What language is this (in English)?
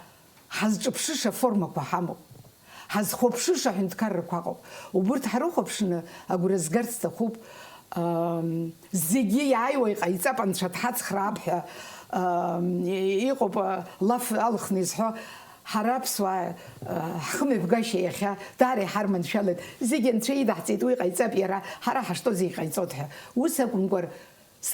Abkhazian